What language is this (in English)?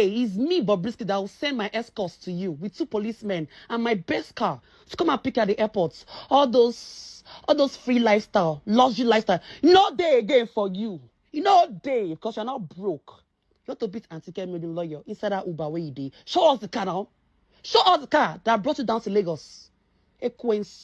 Nigerian Pidgin